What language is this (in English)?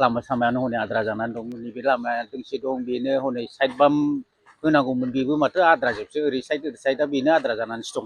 Bodo